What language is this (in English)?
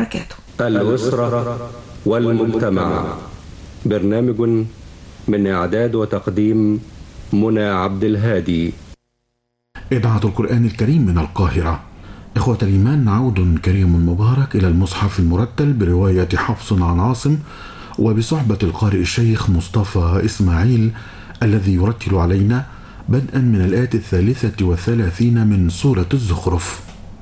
Arabic